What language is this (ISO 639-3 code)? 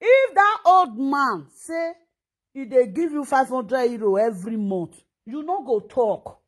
pcm